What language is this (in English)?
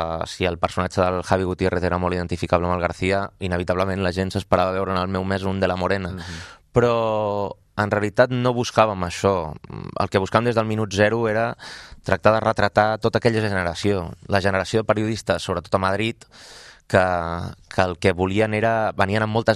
Catalan